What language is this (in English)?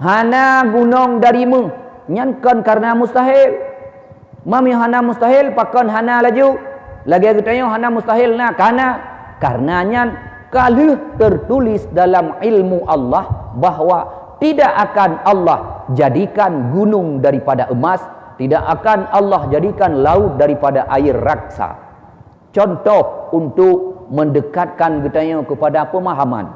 Achinese